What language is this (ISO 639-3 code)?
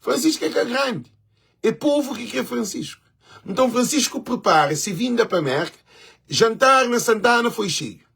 kea